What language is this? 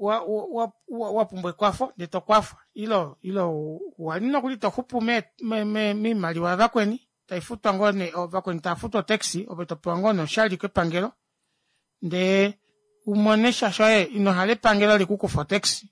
Kuanyama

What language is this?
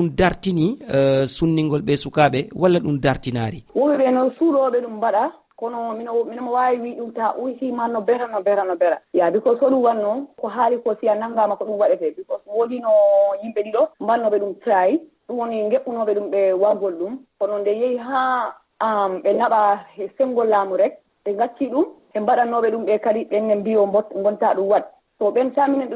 Fula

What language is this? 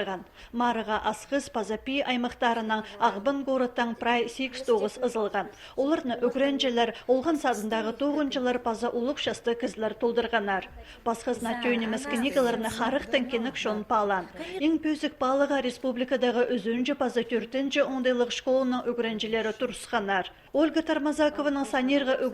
Khakas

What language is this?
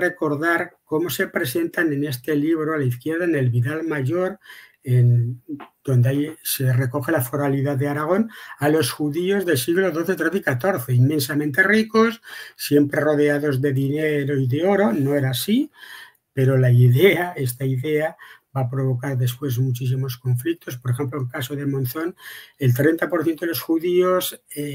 Ladino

